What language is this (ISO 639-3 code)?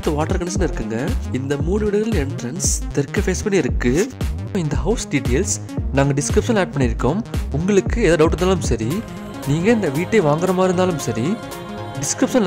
tam